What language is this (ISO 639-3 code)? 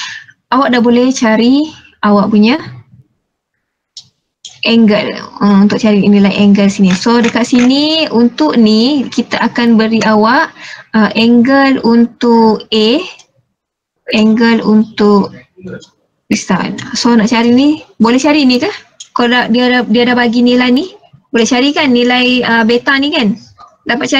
msa